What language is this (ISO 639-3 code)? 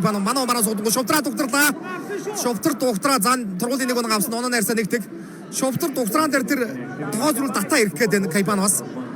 mon